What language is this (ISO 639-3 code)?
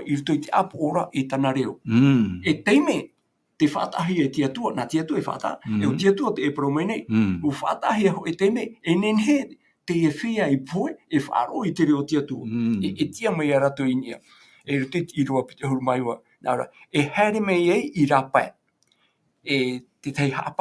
tah